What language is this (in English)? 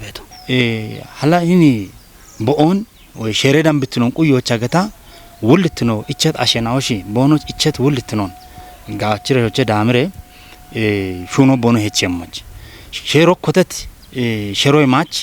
Kafa